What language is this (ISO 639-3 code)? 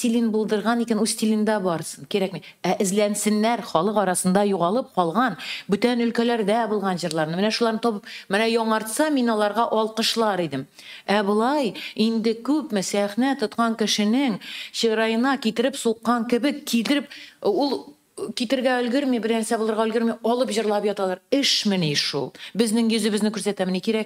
tat